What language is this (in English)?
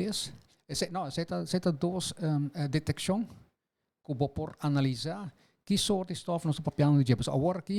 Papiamento